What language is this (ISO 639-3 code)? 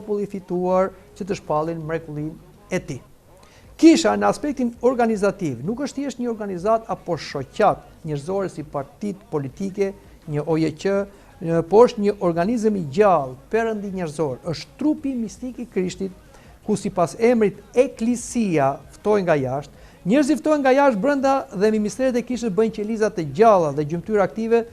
sqi